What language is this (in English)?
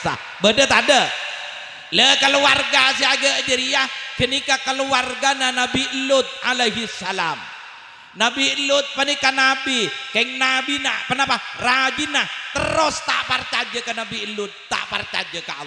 Madurese